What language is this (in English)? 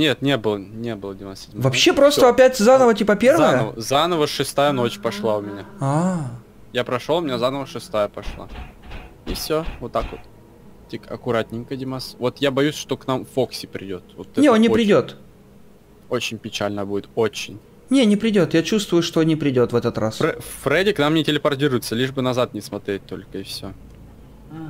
Russian